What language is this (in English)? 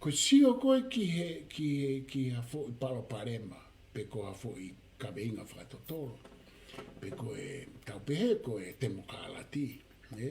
Tongan